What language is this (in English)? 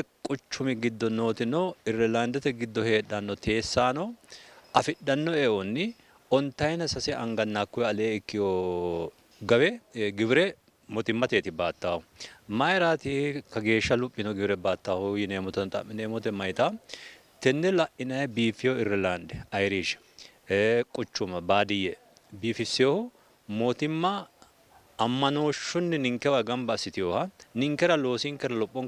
Sidamo